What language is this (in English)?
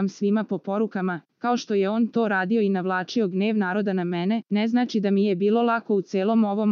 Serbian